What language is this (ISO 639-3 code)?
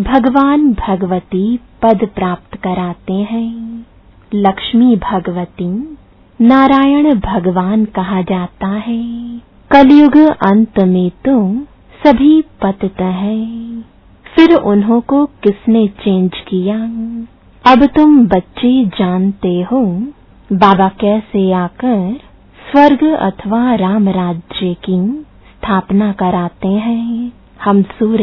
hin